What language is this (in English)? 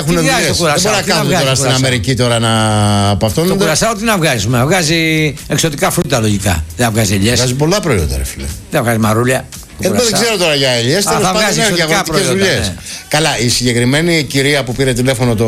Greek